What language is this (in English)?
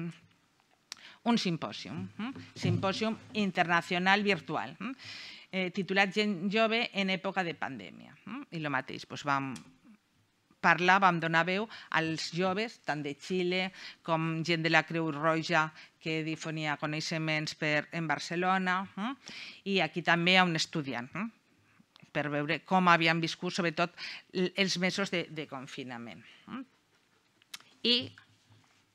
Catalan